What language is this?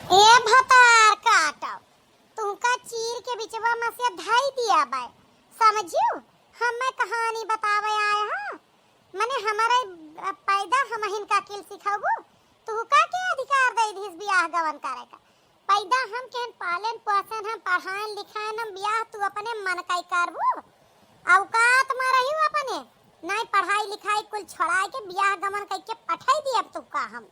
Awadhi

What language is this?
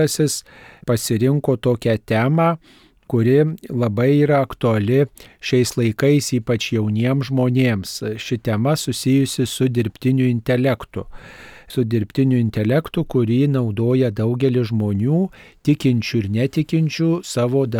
Lithuanian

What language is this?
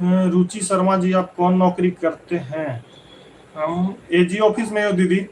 Magahi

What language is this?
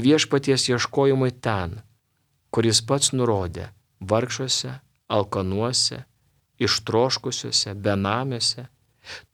Lithuanian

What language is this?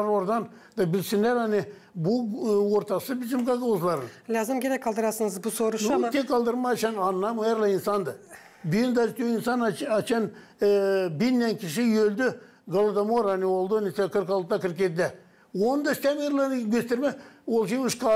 Gagauz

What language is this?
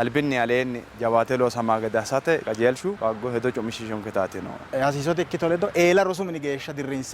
Sidamo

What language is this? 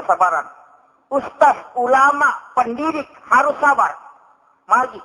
Buginese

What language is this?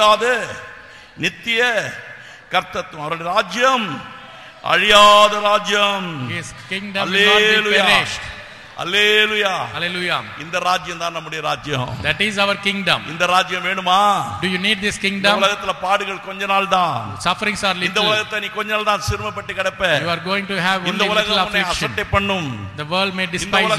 Tamil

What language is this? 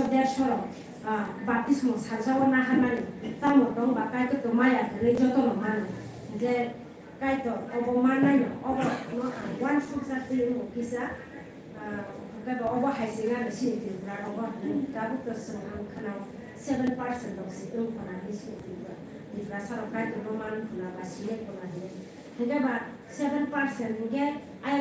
Kok Borok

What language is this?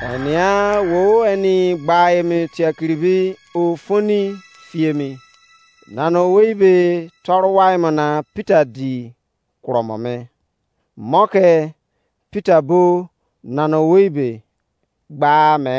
Izon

